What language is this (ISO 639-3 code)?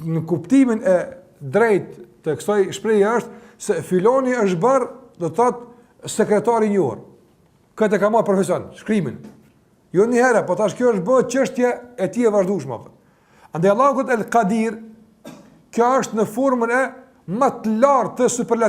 sqi